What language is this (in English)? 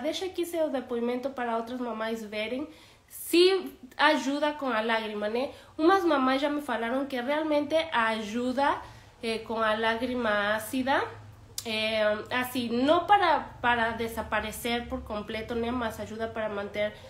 Portuguese